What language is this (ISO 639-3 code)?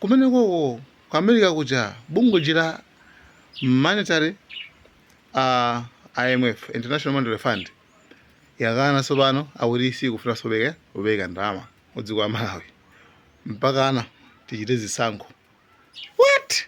nya